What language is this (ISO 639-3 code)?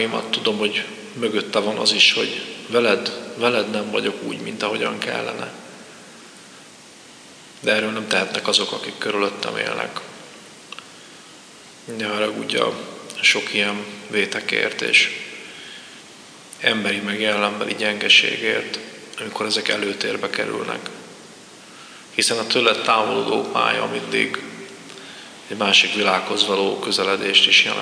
hun